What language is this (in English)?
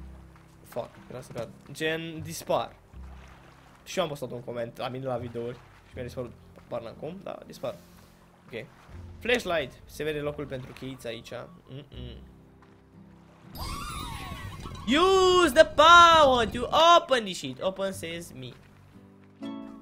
Romanian